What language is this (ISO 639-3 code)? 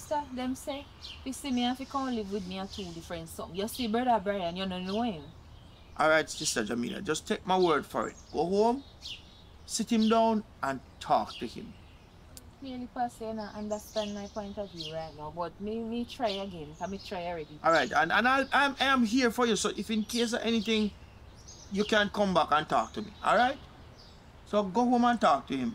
jam